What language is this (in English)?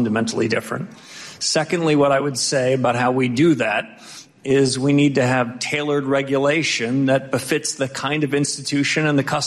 English